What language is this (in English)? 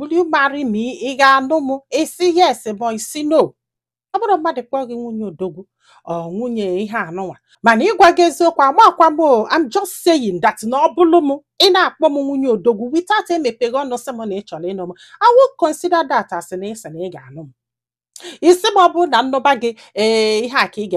Igbo